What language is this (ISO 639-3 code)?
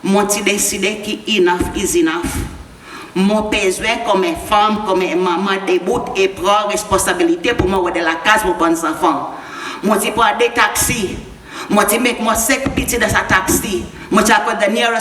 crs